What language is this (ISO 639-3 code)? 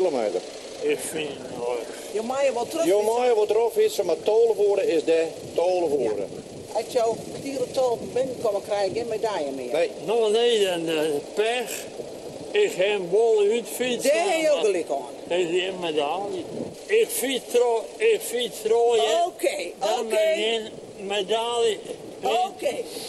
fry